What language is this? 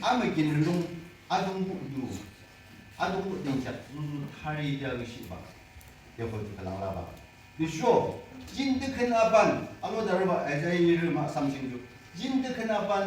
Yimchungru Naga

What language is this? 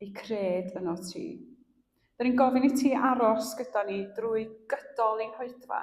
Welsh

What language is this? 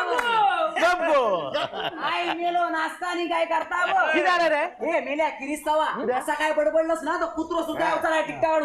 Marathi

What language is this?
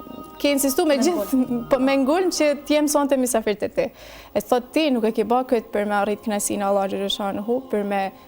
Albanian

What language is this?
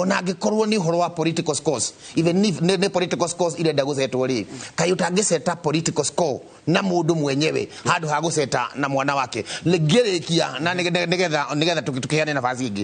Kikuyu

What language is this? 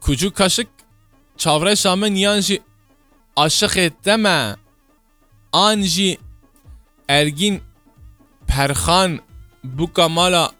Kurdish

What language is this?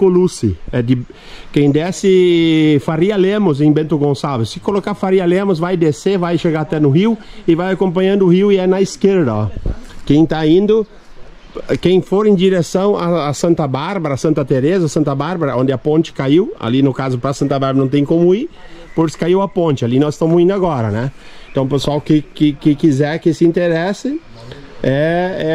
Portuguese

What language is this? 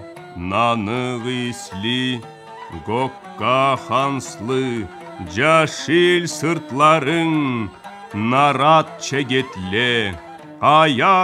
Karachay-Balkar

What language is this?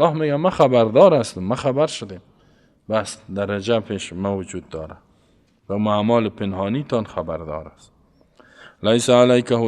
Persian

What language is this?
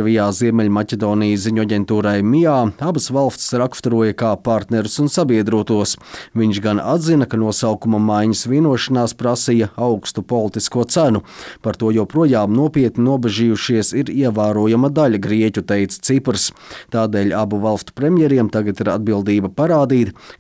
Latvian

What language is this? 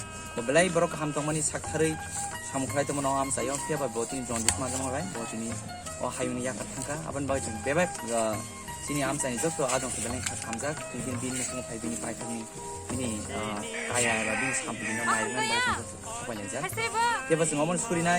Kok Borok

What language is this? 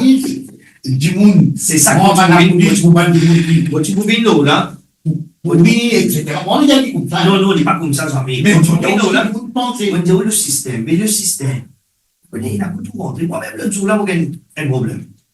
Morisyen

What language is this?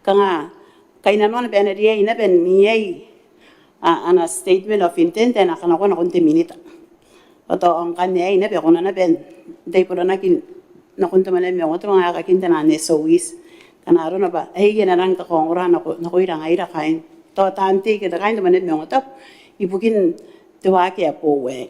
Gilbertese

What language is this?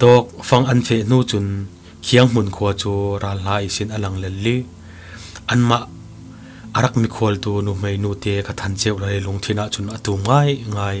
Falam Chin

